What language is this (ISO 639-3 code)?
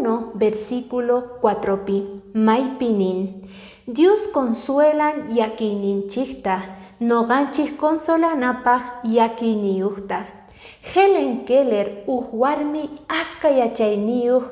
que